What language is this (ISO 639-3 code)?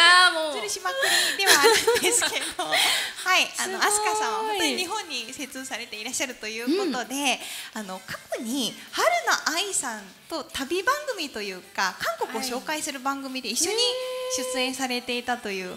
jpn